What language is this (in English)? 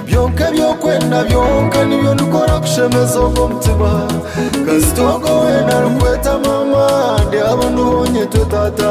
Nyoro